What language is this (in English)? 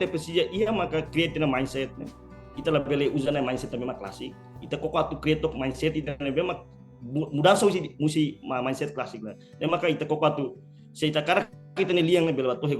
Tetum